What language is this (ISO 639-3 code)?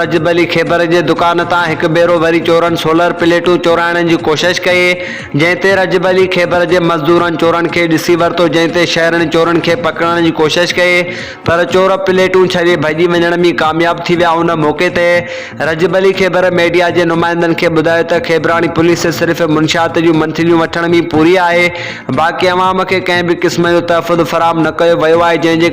snd